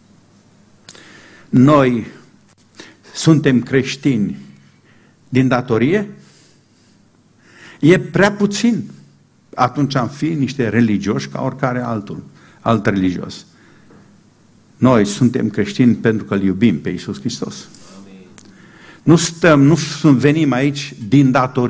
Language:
Romanian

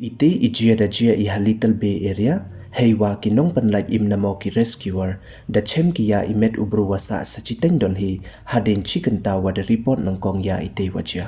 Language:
Pnar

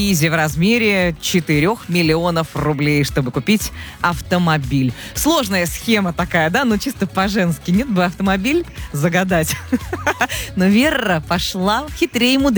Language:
Russian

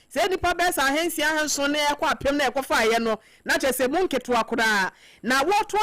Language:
Akan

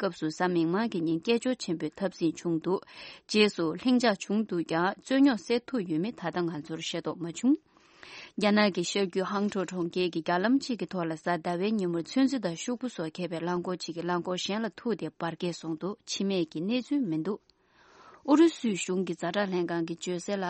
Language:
Tibetan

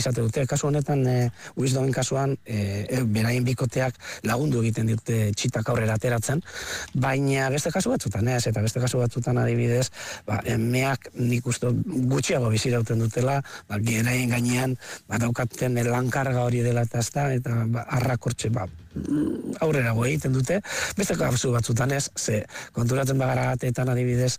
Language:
Basque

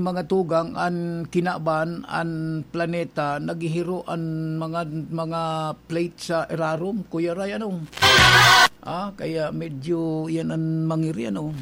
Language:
Bikol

